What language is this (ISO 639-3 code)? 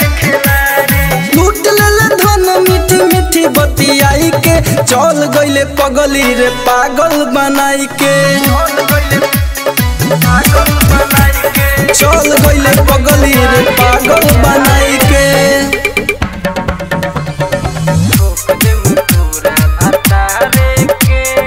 bho